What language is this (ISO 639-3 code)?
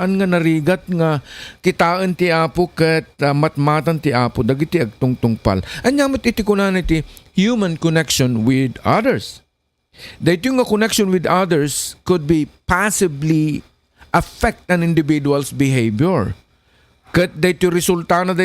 ilo